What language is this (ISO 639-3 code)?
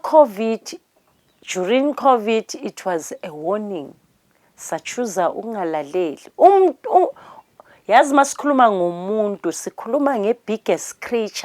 zul